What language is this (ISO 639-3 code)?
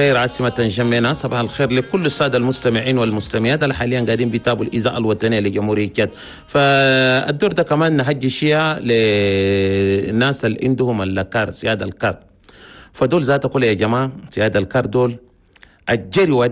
shu